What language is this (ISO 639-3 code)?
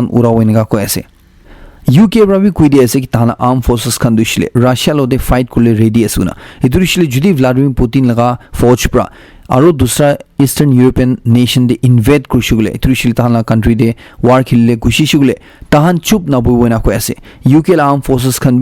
nag